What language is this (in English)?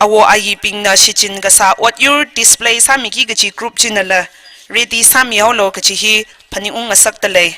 Tangkhul Naga (India)